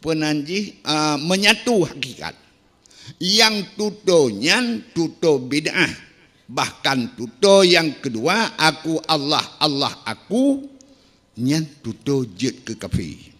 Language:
Achinese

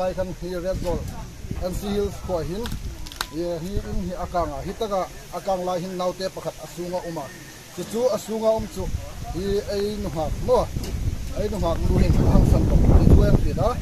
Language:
Hmar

